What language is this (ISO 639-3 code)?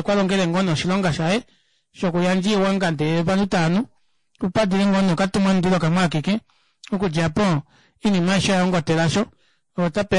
kua